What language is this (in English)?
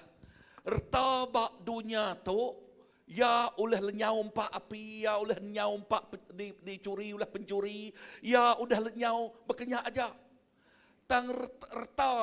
Iban